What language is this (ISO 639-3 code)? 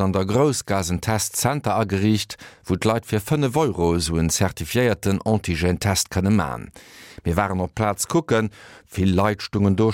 ltz